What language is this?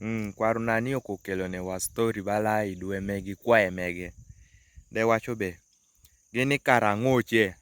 Kumam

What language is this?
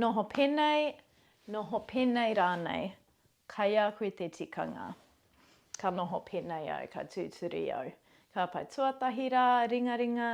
Māori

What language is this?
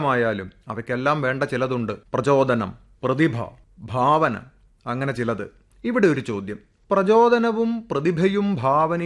Malayalam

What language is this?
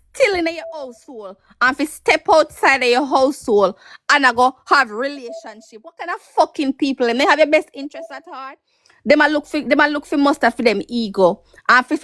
Jamaican Creole English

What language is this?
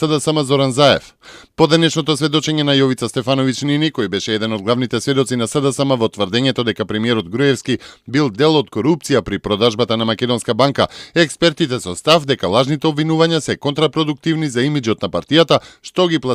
Macedonian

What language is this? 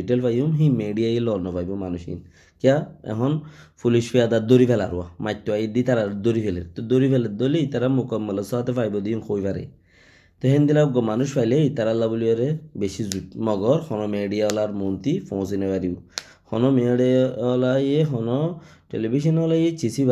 Rohingya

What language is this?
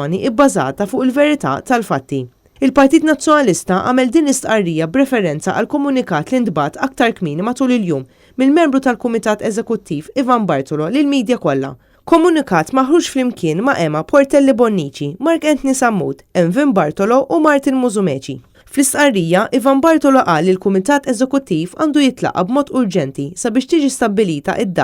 Maltese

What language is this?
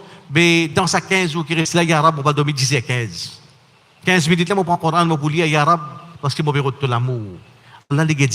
Morisyen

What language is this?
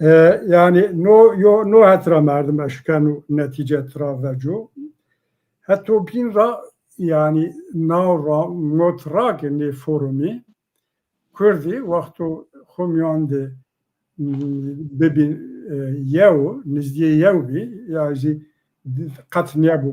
Zaza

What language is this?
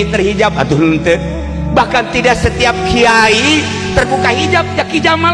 Sundanese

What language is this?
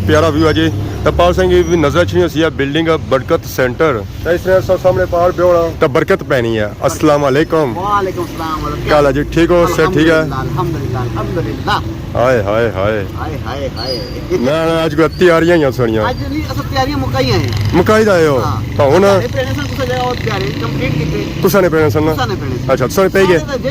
Pahari-Potwari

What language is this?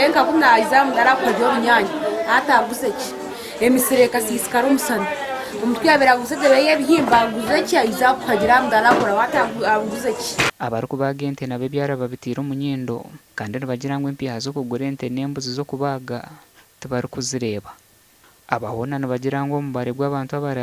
Nyankole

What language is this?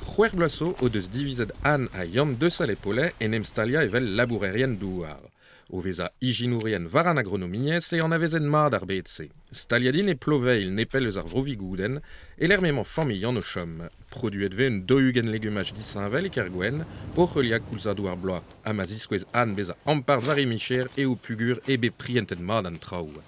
Breton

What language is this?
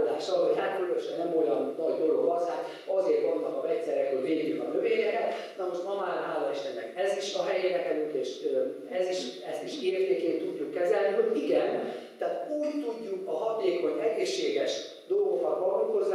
Hungarian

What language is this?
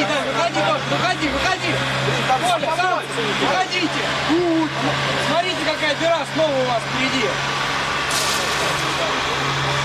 Russian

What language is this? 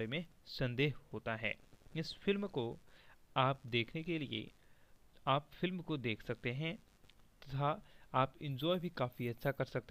Hindi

